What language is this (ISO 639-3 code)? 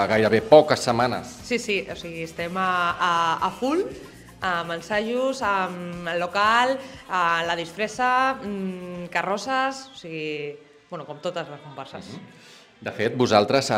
cat